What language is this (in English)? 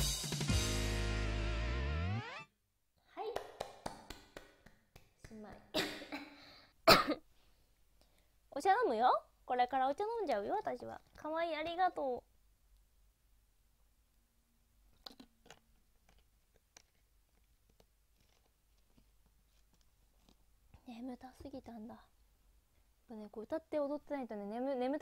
Japanese